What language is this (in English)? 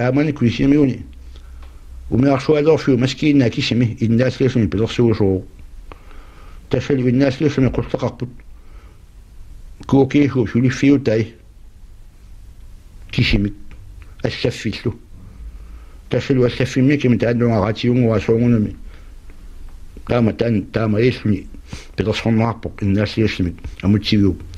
Kalaallisut